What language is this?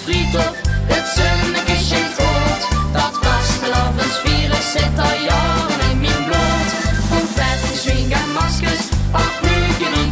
Limburgish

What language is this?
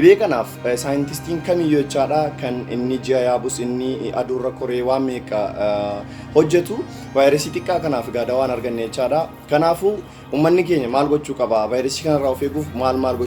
Oromo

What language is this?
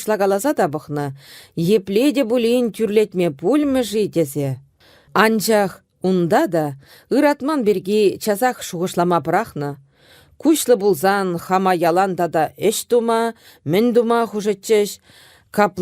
Chuvash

